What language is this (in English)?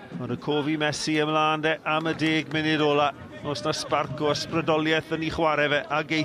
Welsh